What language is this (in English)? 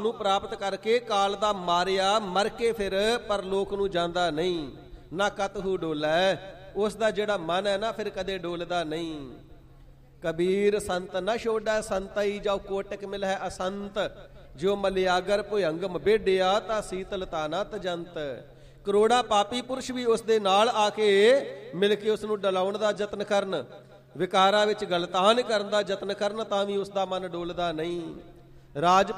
Punjabi